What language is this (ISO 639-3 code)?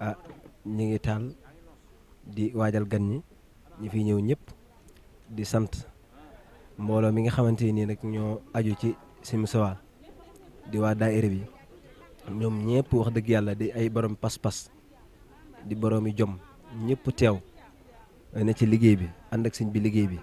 wol